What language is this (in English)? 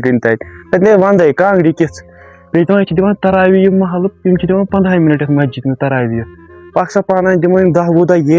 Kashmiri